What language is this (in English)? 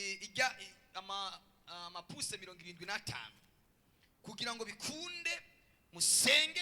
Rundi